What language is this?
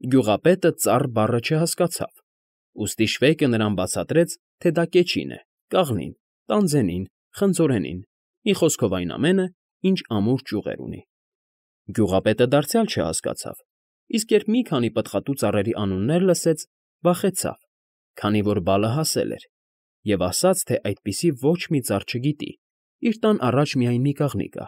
Armenian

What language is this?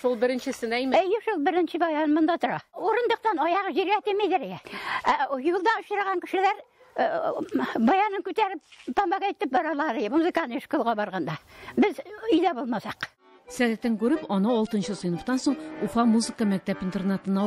Tatar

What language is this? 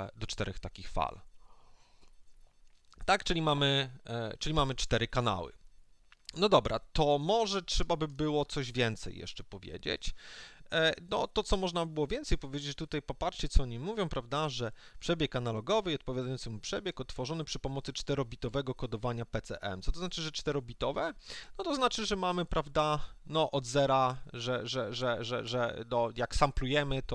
Polish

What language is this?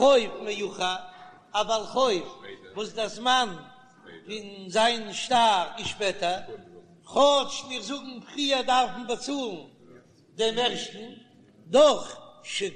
Yiddish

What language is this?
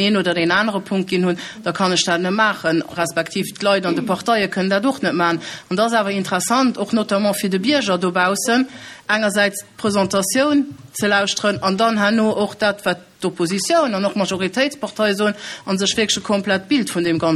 Luxembourgish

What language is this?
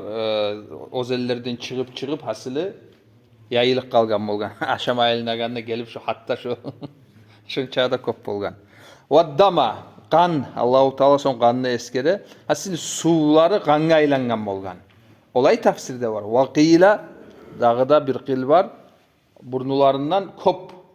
Kumyk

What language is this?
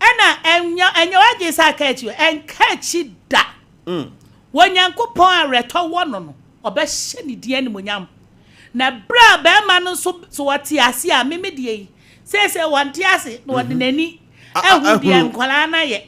Akan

